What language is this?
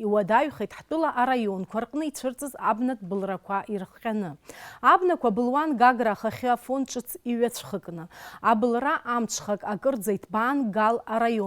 Abkhazian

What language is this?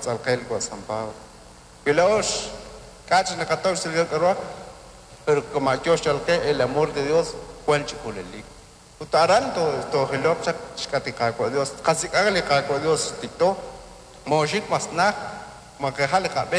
Kekchí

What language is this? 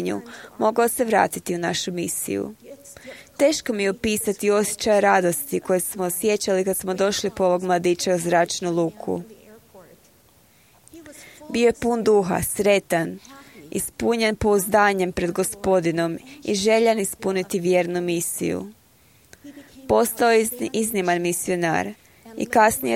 Croatian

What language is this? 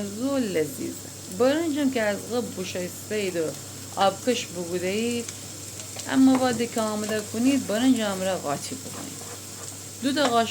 Gilaki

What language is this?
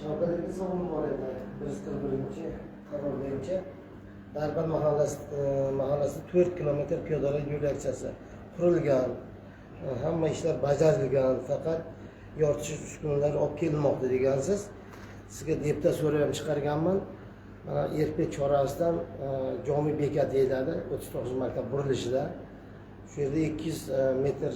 Uzbek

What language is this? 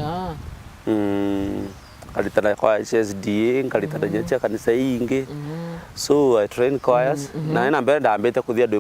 Meru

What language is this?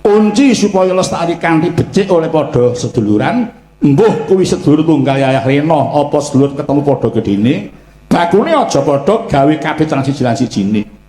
Javanese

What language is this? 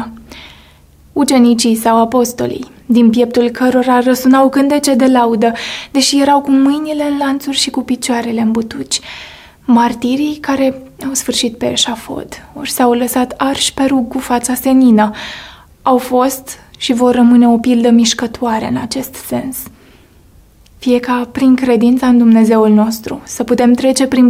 Romanian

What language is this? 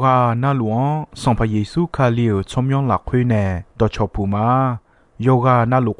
Akha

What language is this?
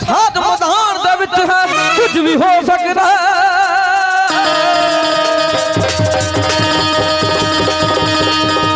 Punjabi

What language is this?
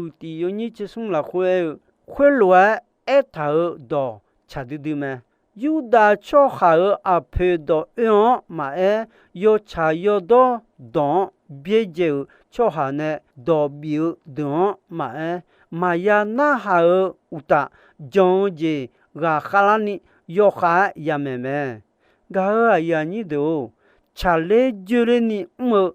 Akha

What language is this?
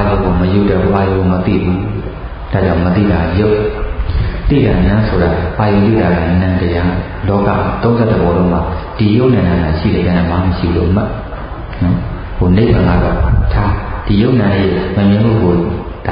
Burmese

